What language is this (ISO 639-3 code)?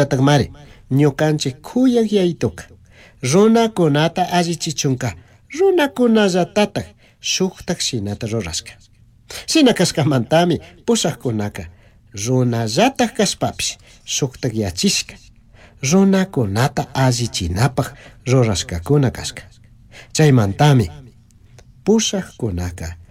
qug